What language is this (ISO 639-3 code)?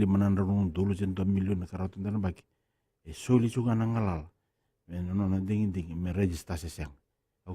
fij